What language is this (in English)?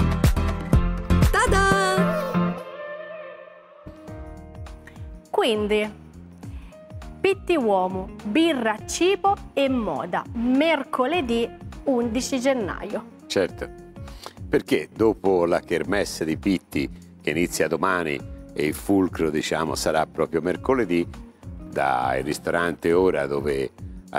Italian